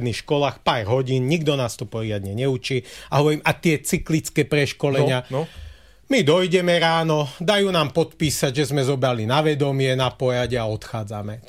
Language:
Slovak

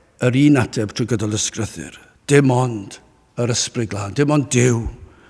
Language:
Welsh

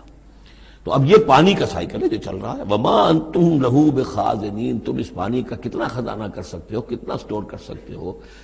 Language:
Urdu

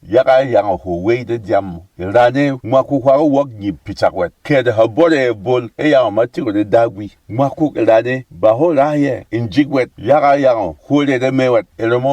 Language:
Berom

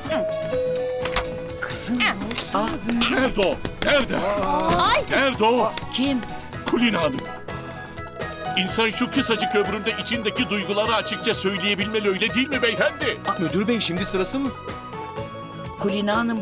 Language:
Turkish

